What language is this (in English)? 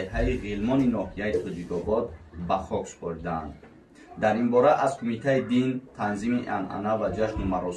Tajik